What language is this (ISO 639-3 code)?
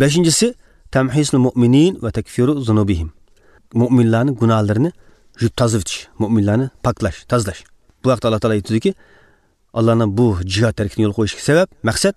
uig